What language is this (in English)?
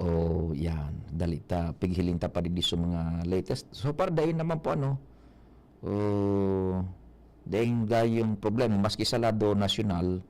Bikol